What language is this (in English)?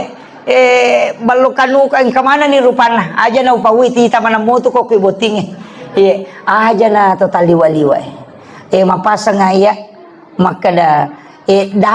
Buginese